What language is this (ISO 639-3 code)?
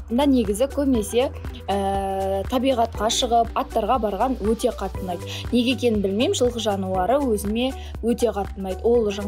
kaz